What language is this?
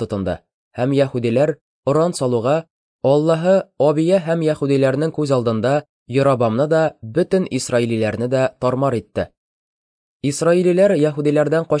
Tatar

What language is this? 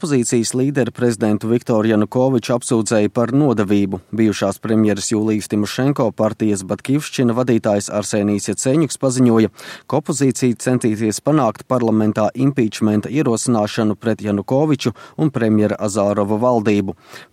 Latvian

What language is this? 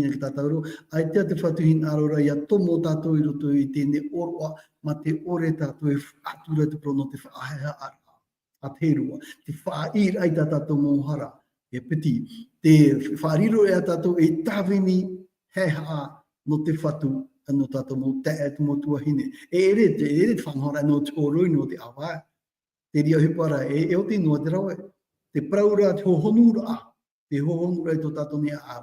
Tahitian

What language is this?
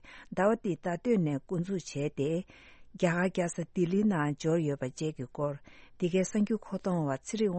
Tibetan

